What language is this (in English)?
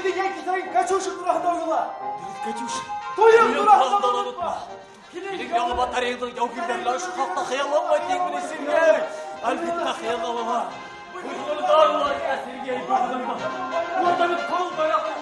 Bashkir